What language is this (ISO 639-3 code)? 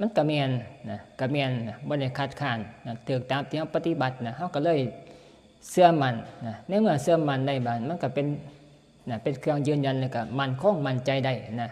tts